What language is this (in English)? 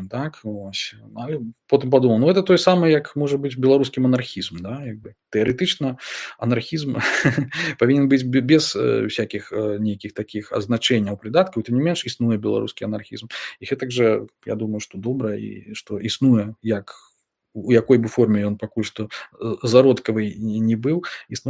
Belarusian